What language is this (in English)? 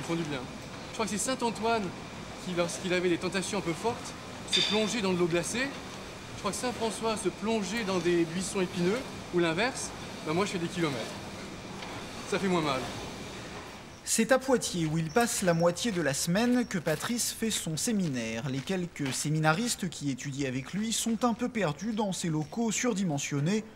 French